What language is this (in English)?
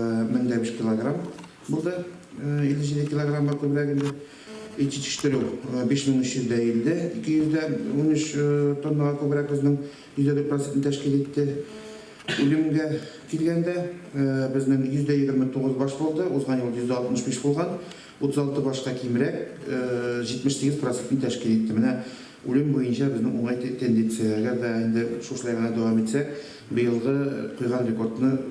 Tatar